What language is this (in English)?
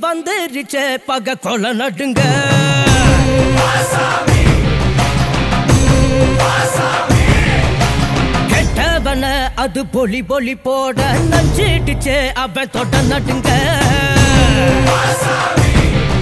Tamil